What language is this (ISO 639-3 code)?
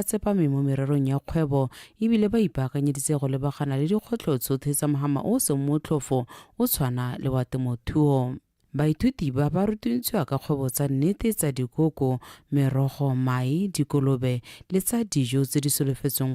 tsn